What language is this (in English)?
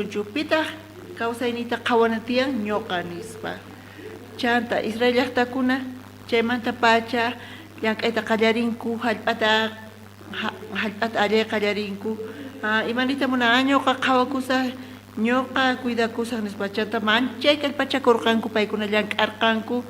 South Bolivian Quechua